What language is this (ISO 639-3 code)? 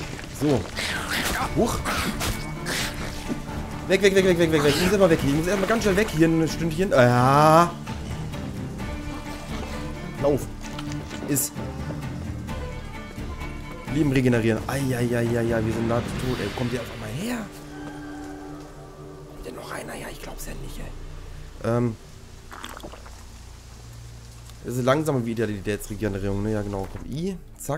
deu